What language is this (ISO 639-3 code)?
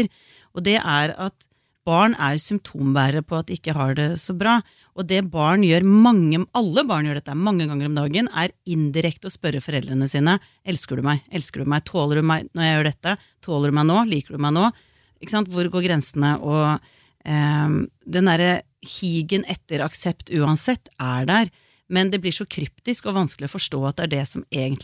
nor